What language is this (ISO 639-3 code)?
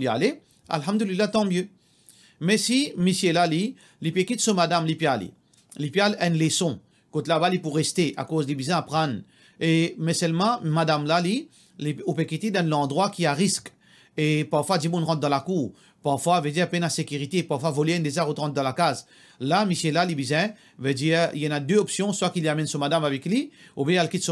mfe